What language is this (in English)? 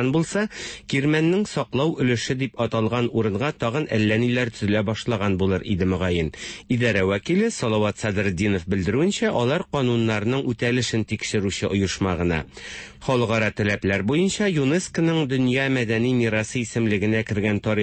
Tatar